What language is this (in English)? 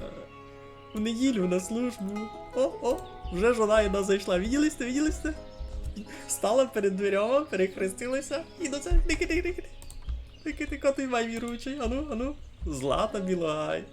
Rusyn